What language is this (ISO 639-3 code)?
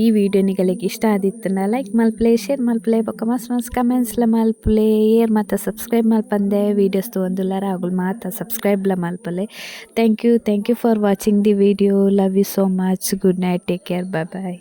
tcy